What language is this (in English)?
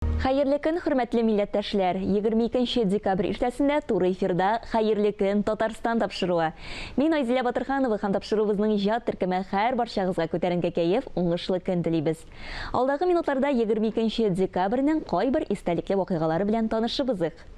Tatar